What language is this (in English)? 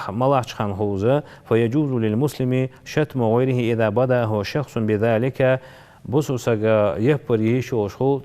Ingush